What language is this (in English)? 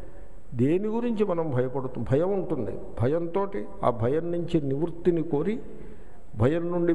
Telugu